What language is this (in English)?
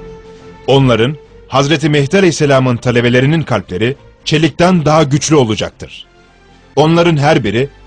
Turkish